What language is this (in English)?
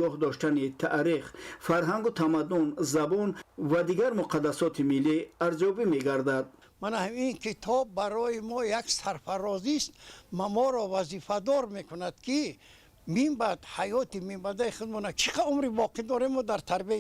Tajik